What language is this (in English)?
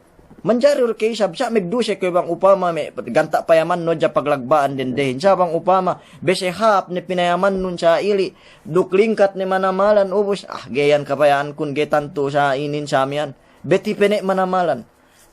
Yakan